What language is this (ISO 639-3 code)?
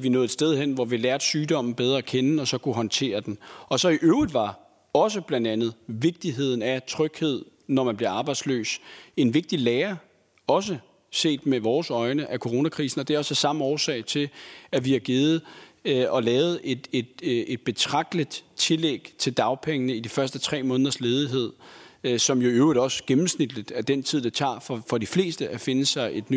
dan